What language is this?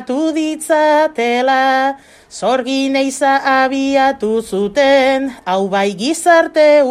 Basque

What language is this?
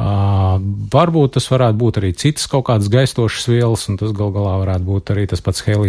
Latvian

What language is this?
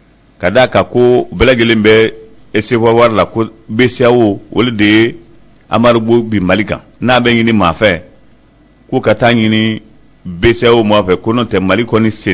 Bambara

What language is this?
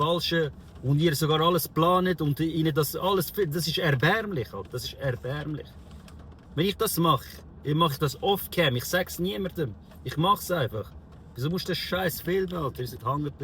Swiss German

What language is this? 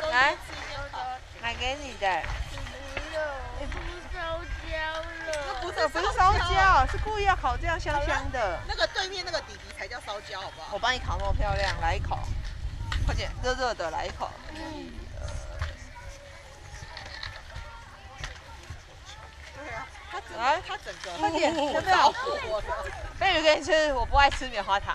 Chinese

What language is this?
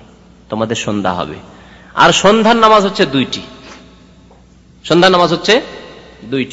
Bangla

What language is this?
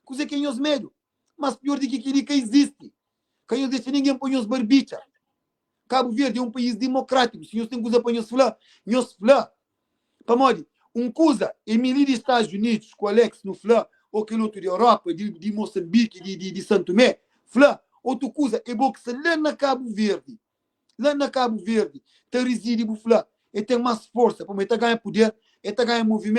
Kabuverdianu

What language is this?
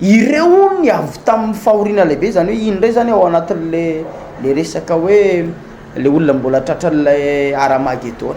Malagasy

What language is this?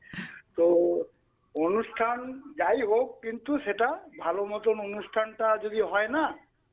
Bangla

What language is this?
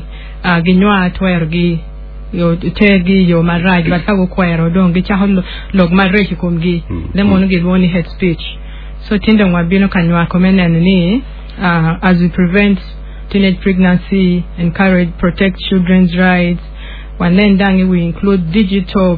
Acoli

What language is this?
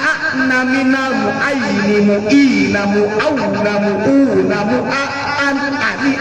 Sundanese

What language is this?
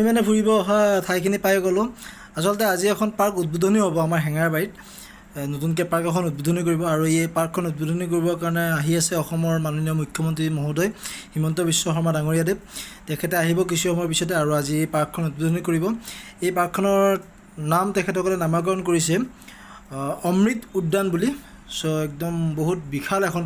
Assamese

